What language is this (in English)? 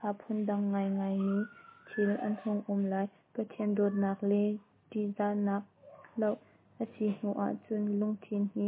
Hakha Chin